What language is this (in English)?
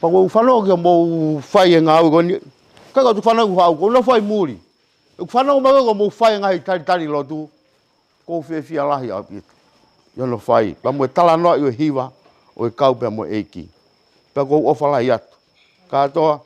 Tongan